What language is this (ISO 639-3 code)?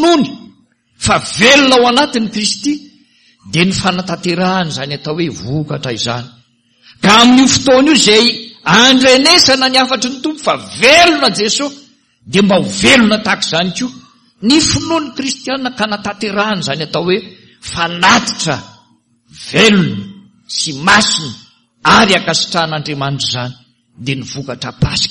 mlg